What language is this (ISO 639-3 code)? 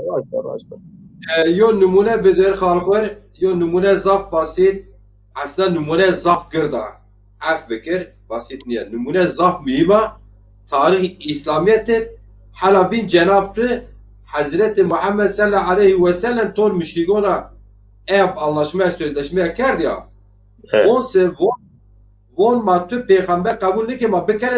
zza